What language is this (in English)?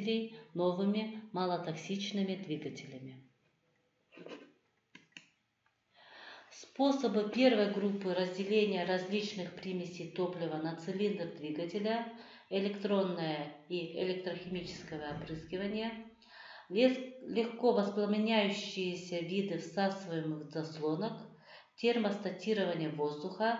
Russian